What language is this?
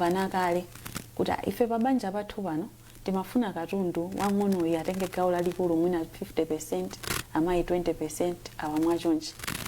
Nyanja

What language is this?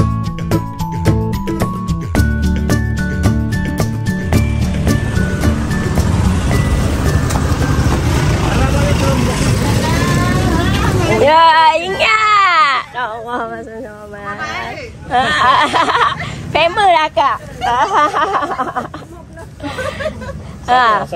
Malay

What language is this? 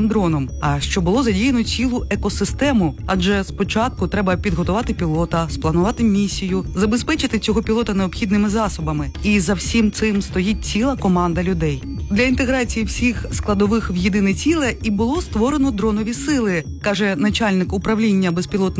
Ukrainian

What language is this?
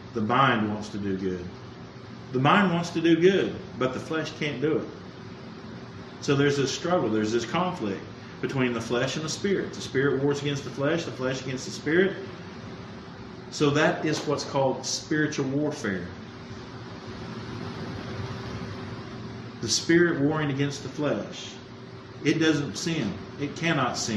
English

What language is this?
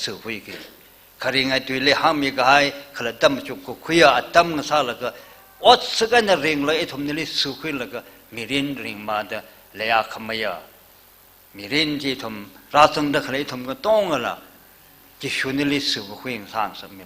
Tangkhul Naga (India)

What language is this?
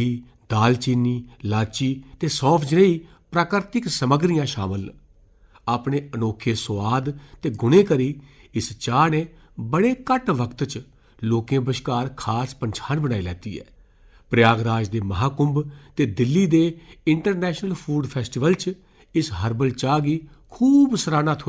Dogri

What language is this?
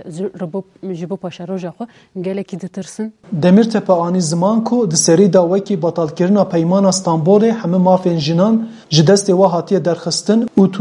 Kurdish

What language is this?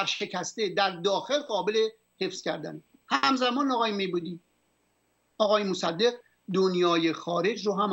Persian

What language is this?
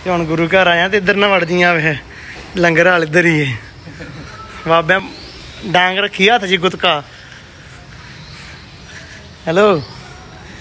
Punjabi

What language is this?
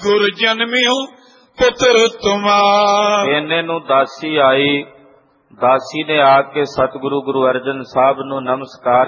Punjabi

